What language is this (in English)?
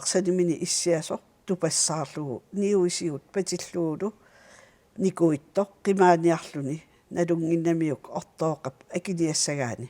Kalaallisut